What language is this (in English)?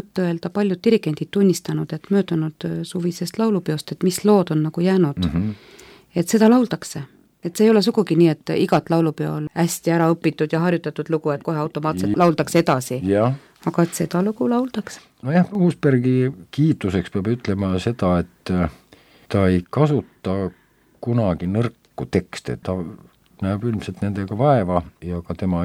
Estonian